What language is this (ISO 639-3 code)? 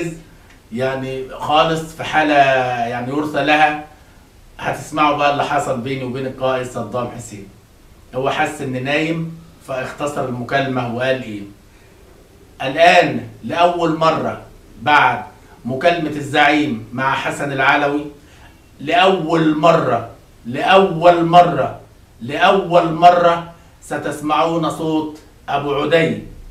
arz